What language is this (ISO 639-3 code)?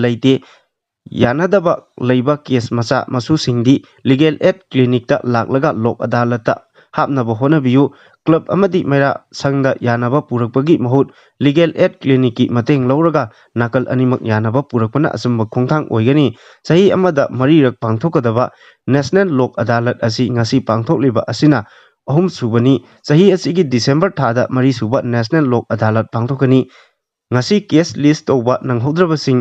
mni